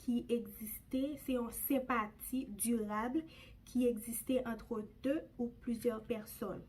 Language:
Haitian Creole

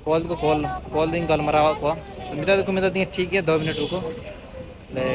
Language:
Santali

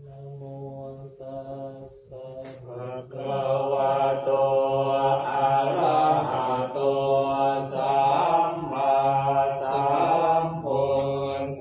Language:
Pali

